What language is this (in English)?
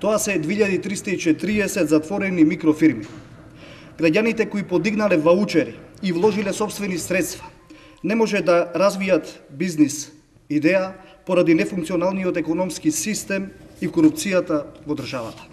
Macedonian